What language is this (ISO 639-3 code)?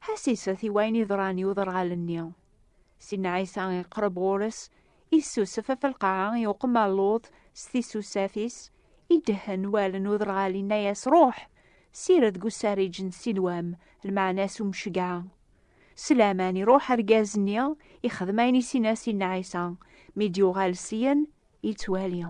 kab